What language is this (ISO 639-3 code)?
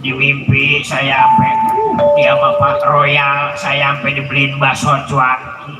bew